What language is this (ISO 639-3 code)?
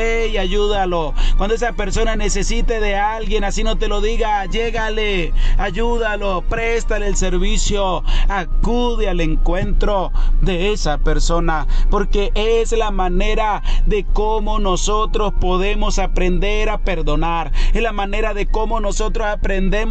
spa